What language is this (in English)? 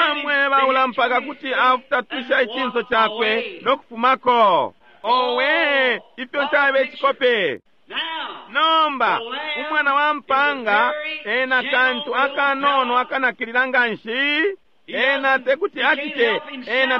Bemba